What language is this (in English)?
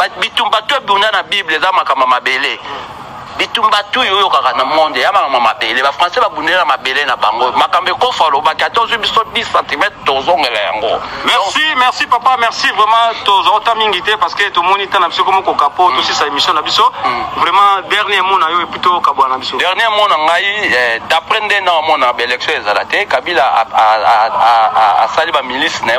Lingala